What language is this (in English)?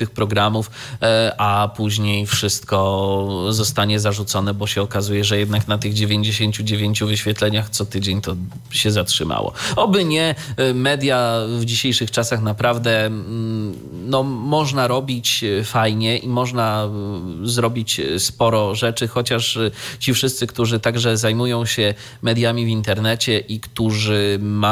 Polish